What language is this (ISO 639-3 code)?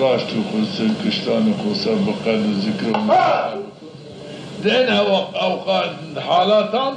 zza